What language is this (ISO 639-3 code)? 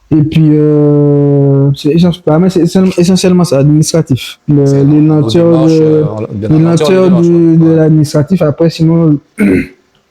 gcf